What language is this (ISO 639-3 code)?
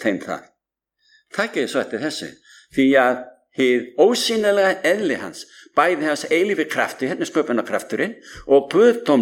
isl